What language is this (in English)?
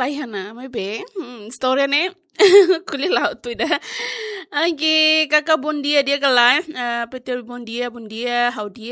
Tetum